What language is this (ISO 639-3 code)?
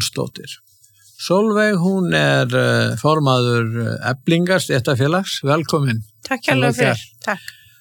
isl